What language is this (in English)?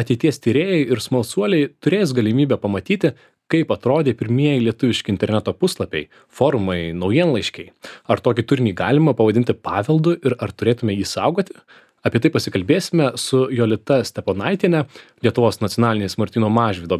Lithuanian